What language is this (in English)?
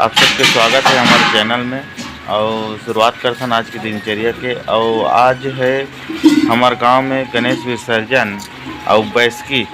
Chhattisgarhi